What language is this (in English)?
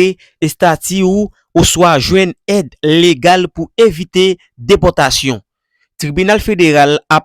Haitian Creole